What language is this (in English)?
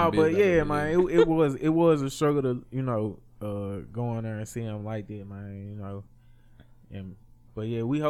English